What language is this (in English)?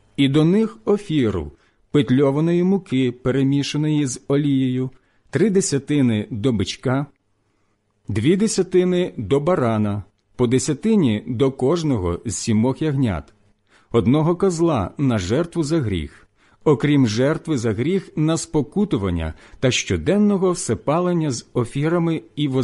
Ukrainian